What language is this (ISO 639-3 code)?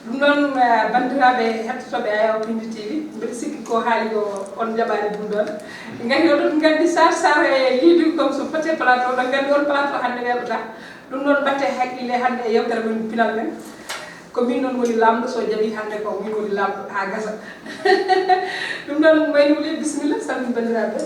ful